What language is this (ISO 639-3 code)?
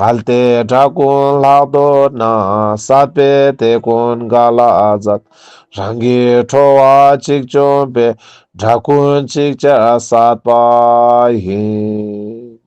lbj